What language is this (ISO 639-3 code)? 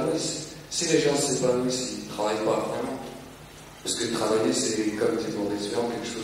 fra